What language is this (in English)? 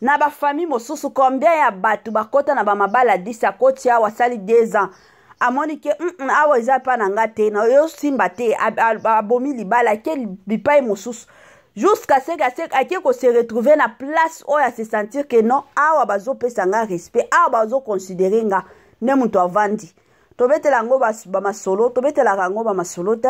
Lingala